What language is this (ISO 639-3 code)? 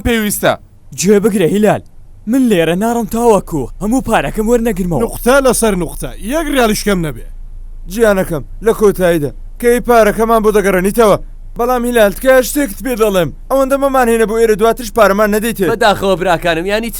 ckb